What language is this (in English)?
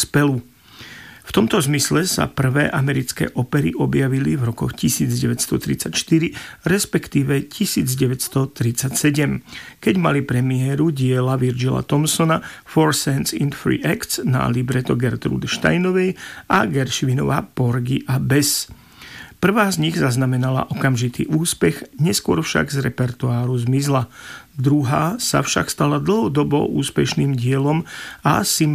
Slovak